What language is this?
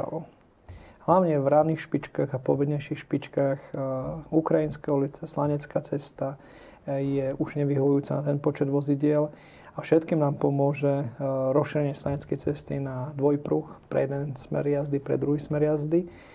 Slovak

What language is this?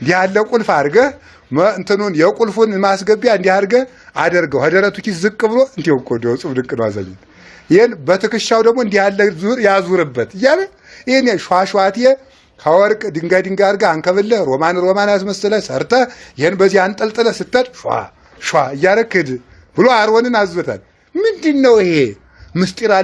Amharic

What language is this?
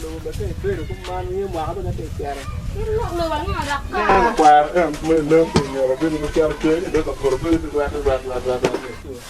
Acoli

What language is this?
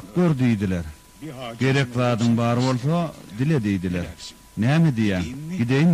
Turkmen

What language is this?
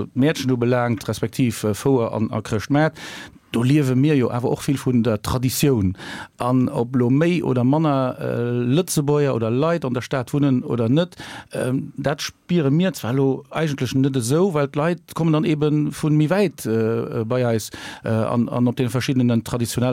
Luxembourgish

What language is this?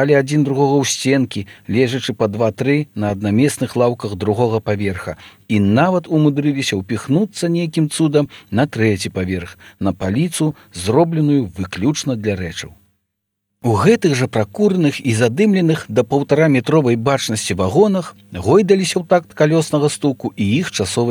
Belarusian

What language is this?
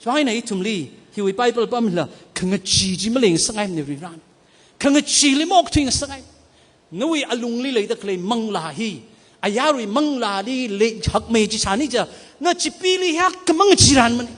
Tangkhul Naga (India)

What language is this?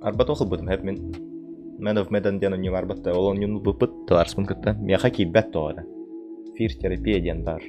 Yakut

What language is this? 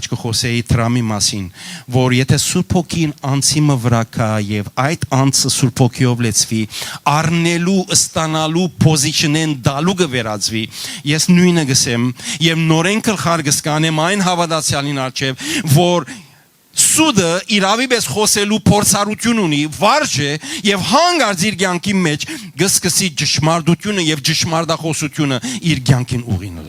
Western Armenian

